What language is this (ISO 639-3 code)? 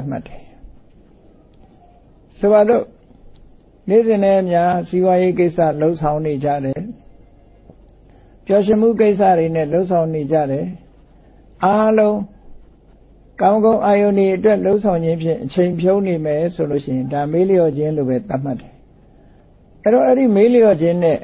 mya